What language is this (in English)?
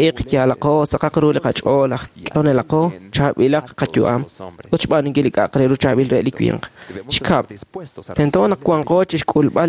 Kekchí